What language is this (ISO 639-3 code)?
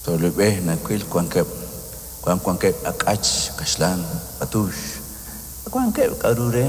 kek